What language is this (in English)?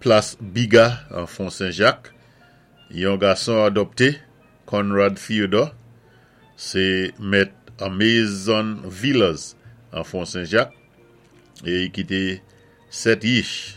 Saint Lucian Creole French